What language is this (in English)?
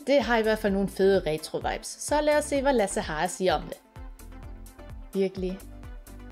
Danish